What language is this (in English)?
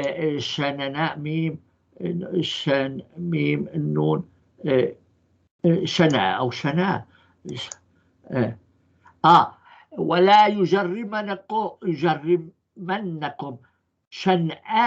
North Levantine Arabic